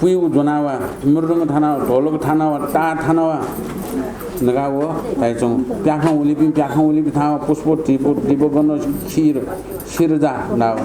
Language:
Newari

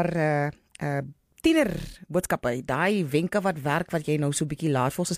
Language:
Afrikaans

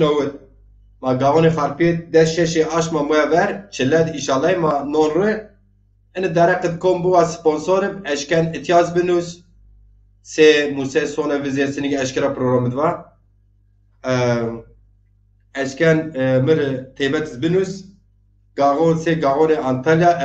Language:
Zaza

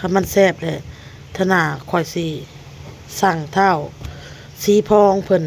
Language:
Lao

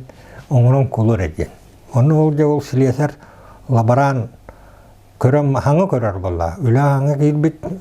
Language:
Yakut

